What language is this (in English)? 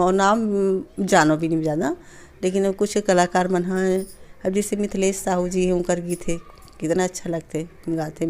Chhattisgarhi